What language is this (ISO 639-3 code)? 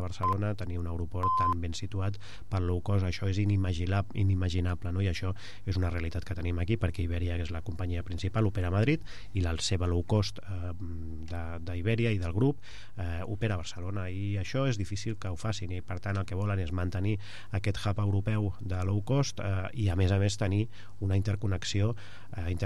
cat